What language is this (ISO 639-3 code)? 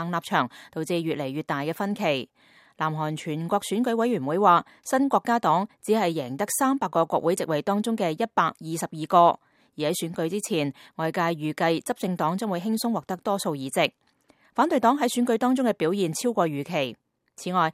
yue